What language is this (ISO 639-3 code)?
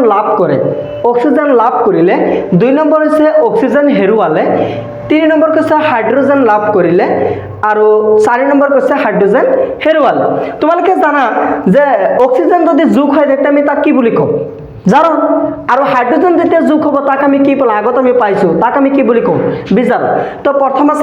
asm